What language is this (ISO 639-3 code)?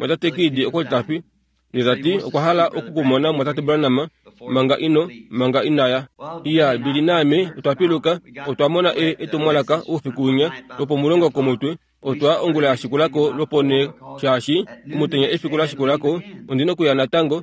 kua